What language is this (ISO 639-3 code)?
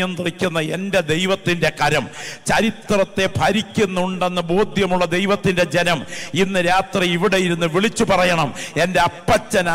mal